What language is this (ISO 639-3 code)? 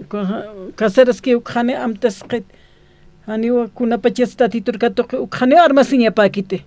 aym